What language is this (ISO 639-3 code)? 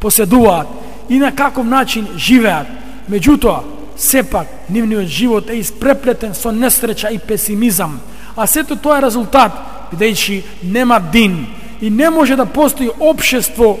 mkd